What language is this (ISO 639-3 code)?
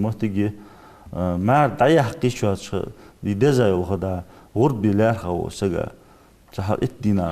inh